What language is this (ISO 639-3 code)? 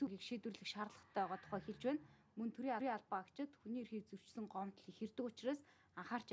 mon